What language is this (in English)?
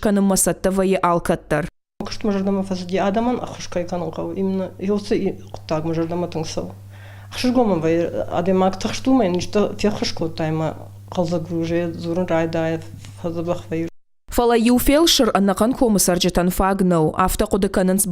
Ossetic